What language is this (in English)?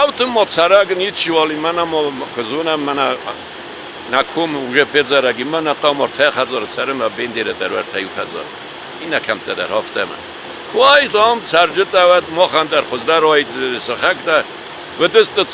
Ossetic